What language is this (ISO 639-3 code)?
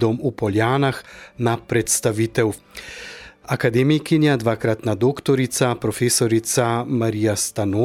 slv